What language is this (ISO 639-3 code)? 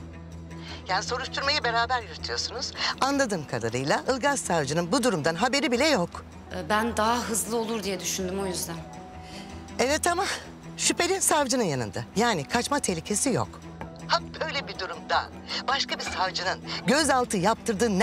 tur